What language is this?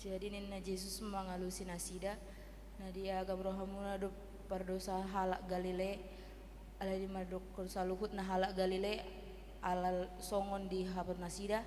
Batak Toba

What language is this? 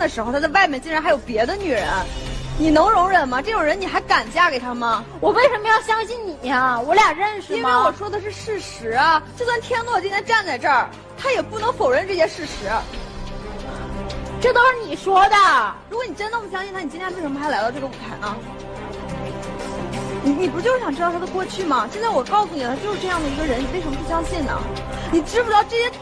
Chinese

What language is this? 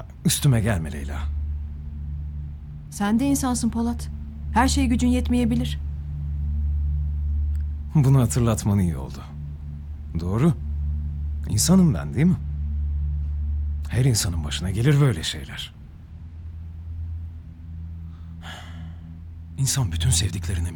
Turkish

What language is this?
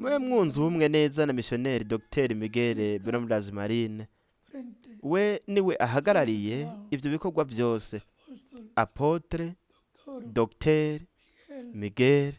Rundi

